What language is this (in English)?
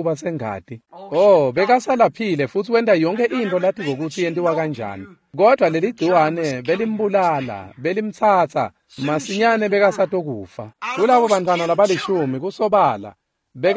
Swati